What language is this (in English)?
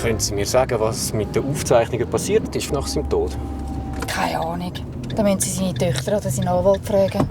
Swiss German